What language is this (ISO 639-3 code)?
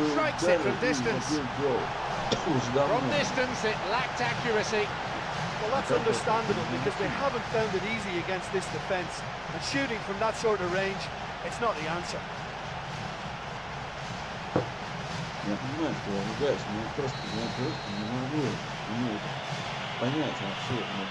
rus